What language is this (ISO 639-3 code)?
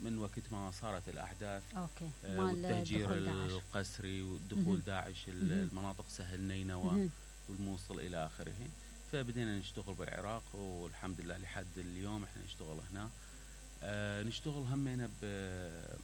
acm